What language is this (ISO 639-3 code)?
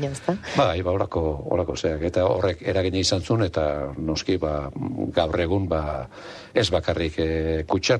eus